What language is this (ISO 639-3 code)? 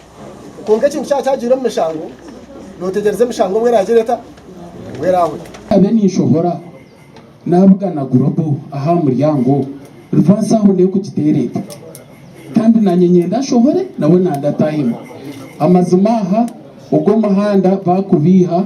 nyn